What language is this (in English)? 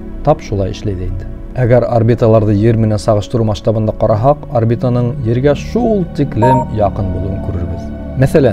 Bashkir